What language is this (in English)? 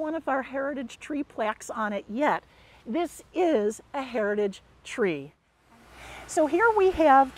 English